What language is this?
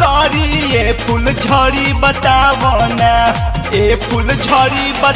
Bhojpuri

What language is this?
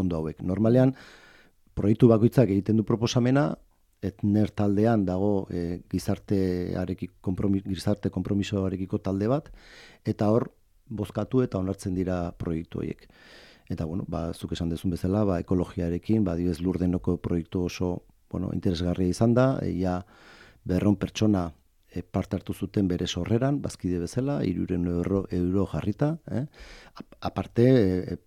Basque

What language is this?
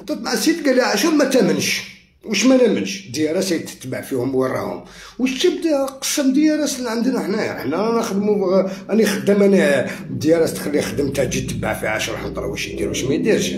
Algerian Arabic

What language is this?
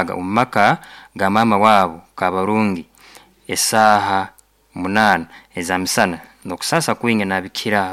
Nyoro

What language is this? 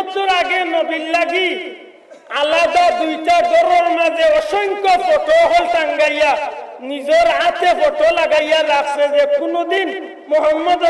Sylheti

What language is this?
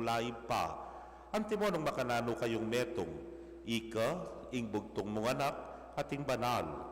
Pampanga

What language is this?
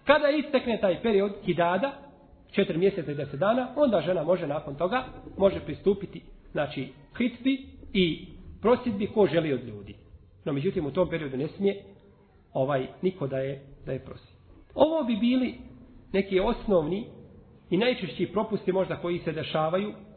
Bosnian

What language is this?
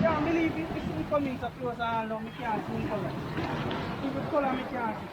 Jamaican Creole English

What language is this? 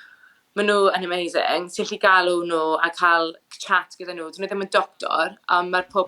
Welsh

